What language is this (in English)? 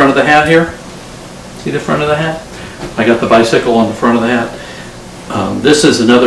English